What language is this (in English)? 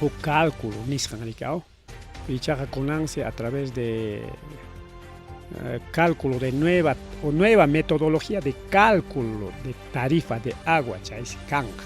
Ayacucho Quechua